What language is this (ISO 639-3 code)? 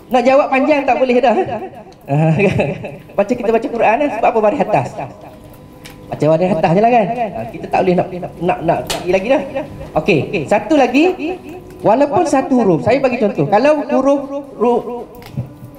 msa